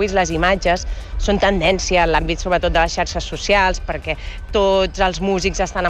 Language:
Catalan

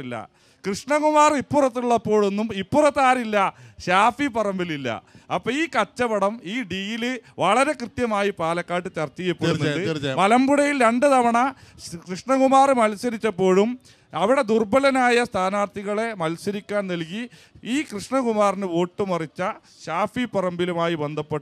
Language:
Malayalam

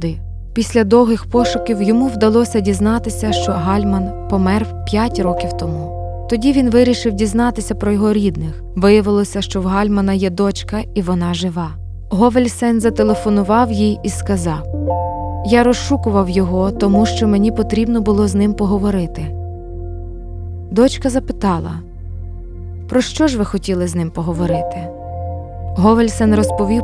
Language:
Ukrainian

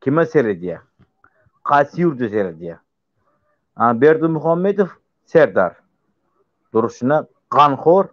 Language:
Turkmen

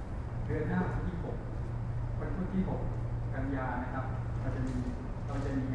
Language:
Thai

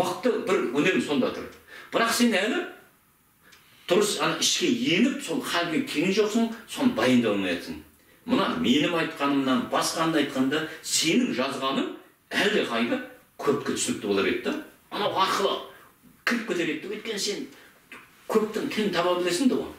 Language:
Kazakh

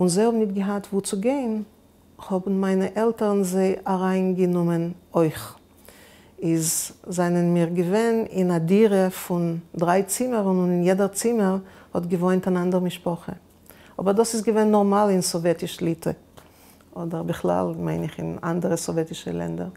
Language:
Yiddish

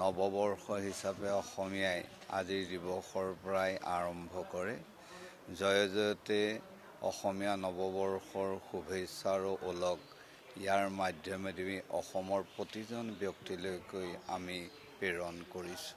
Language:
Assamese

